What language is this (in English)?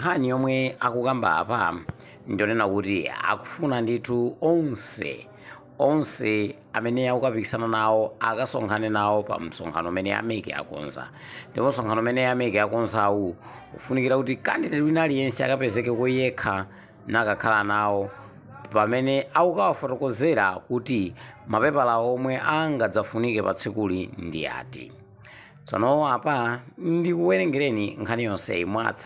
Nyanja